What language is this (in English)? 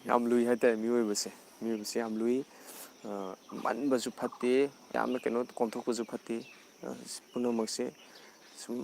Manipuri